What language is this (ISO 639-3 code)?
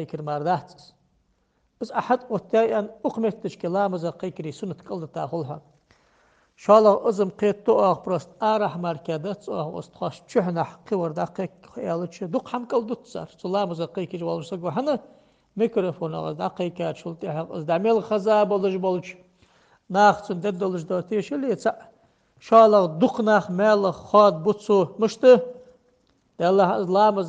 inh